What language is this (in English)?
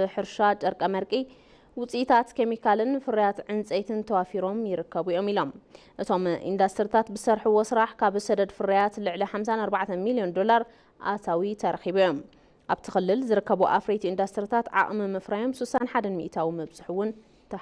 Tigrinya